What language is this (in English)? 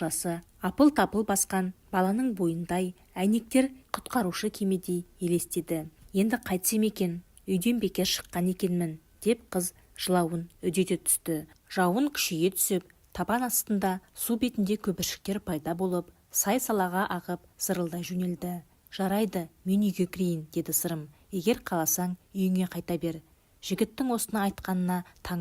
Kazakh